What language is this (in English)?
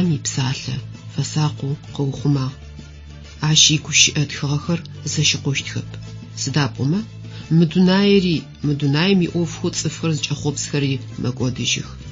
Adyghe